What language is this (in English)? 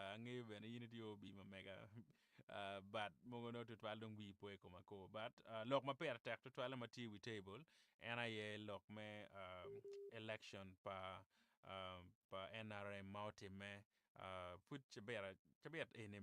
Acoli